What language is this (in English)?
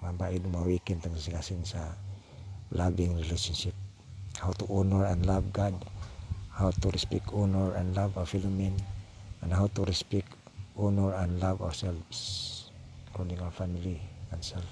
Cebuano